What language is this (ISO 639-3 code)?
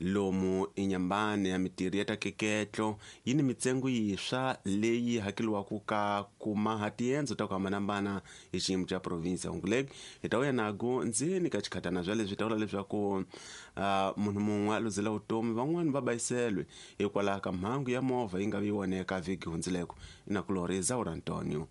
tso